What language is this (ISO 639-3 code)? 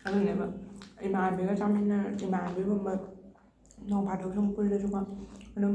mni